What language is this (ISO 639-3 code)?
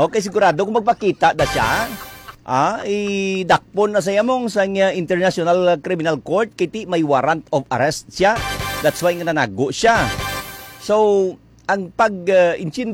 hil